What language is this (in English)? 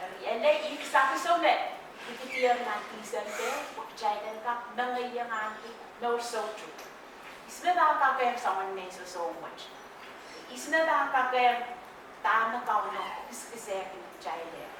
Pohnpeian